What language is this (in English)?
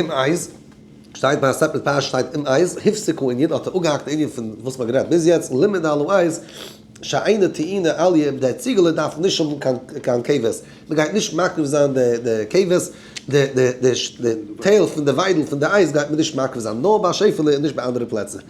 Yiddish